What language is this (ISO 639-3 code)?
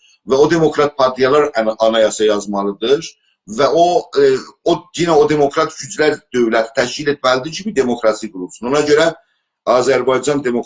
azb